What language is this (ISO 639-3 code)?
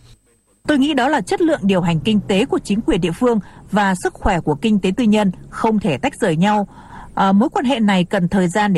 vie